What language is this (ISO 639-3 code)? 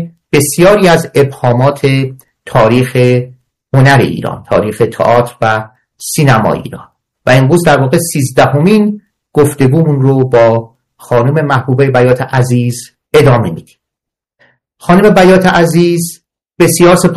fas